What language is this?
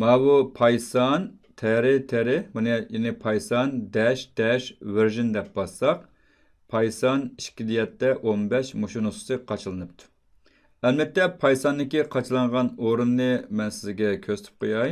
Uyghur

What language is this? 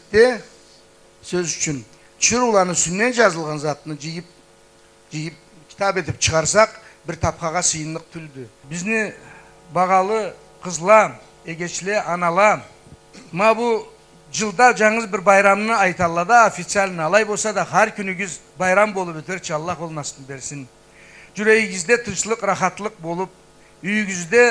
Karachay-Balkar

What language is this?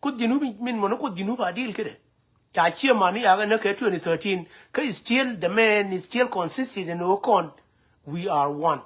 Nuer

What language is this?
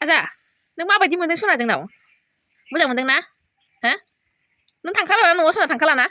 Bodo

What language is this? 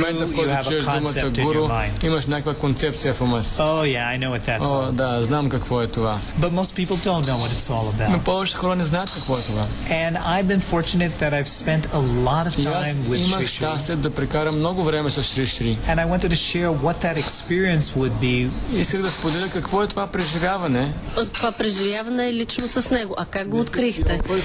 Bulgarian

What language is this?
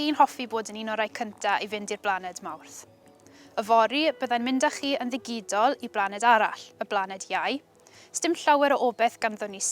Welsh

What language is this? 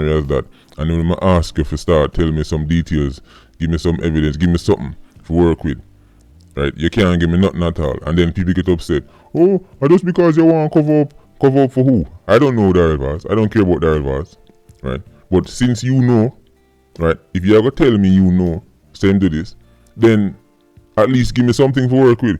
Jamaican Creole English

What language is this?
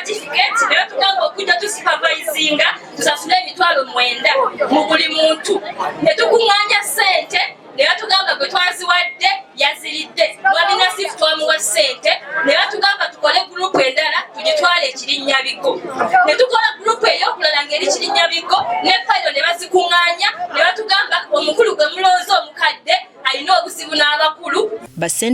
Ganda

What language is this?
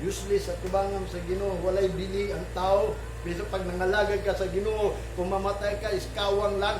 Cebuano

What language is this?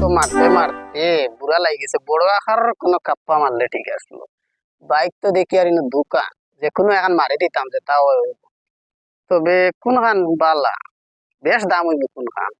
Sylheti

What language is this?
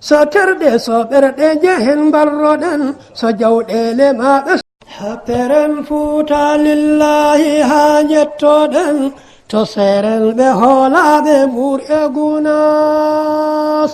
Fula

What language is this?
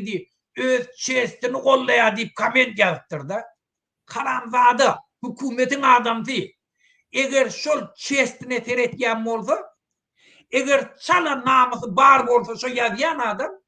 Turkmen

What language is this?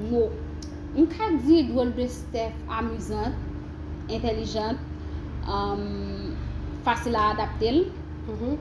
Haitian Creole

